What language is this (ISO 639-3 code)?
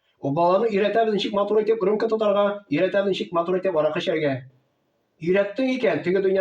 tat